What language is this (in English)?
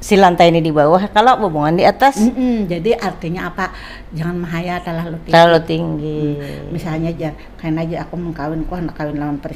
Banjar